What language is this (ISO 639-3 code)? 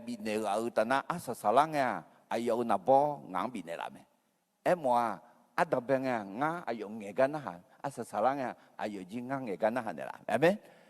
ahk